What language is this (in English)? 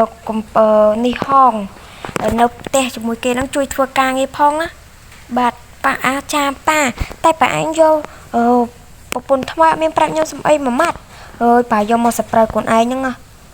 Khmer